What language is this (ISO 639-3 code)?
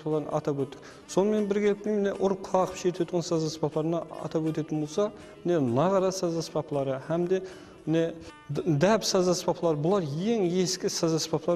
kaa